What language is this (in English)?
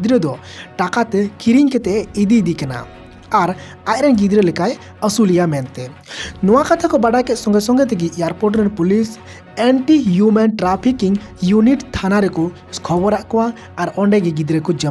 Santali